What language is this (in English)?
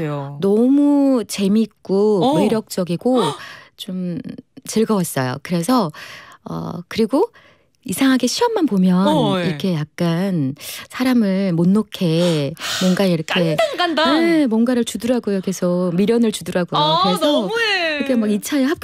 Korean